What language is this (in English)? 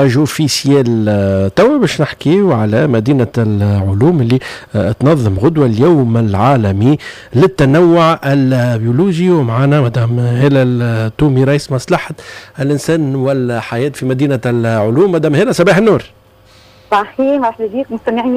Tunisian Arabic